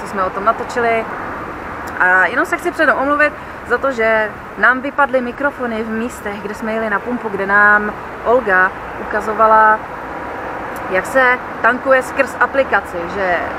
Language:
Czech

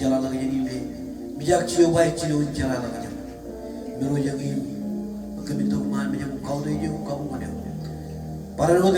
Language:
Marshallese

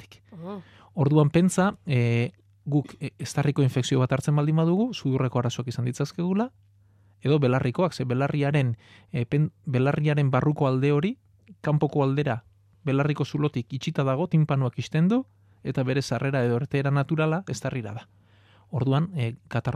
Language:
Basque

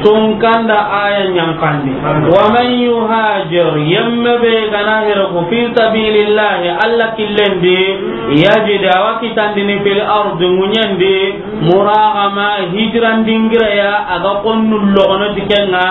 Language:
Soninke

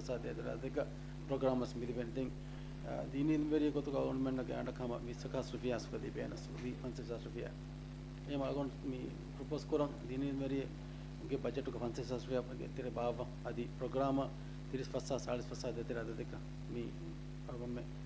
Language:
Divehi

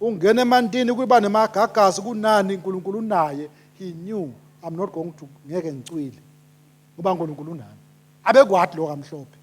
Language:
Swati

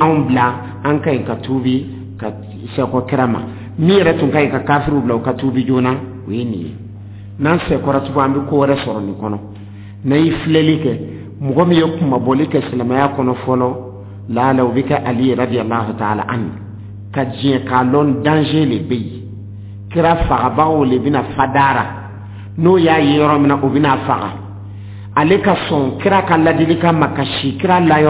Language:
Dyula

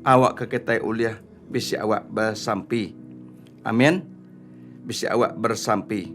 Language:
Iban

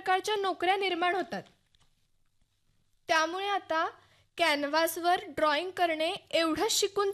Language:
Marathi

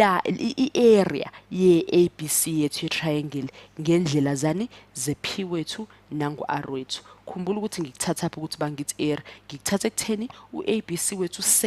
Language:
Zulu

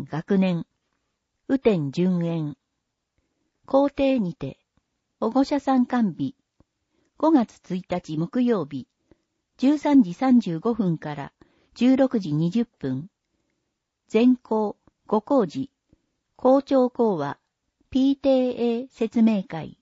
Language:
Japanese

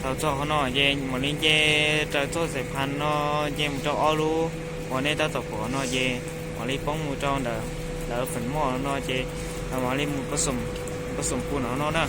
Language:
Hmong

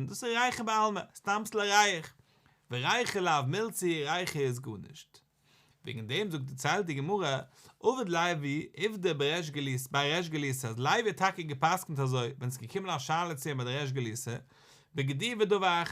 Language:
Yiddish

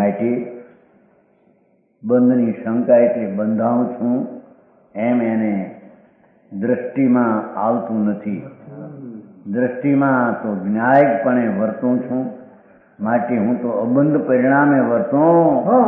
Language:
Gujarati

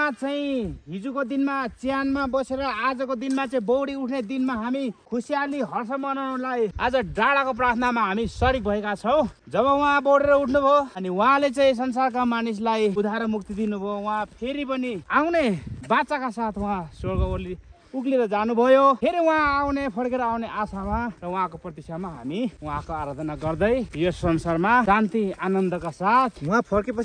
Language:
Nepali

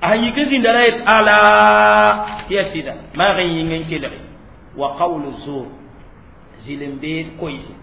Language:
Mossi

